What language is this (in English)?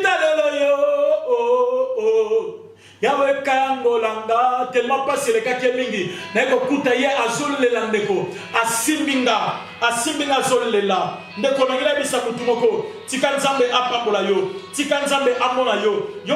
Lingala